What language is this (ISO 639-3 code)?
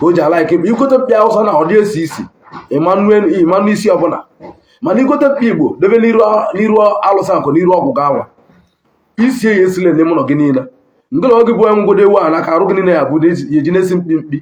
ibo